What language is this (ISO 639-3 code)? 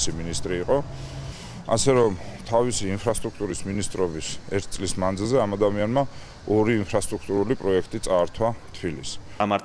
kat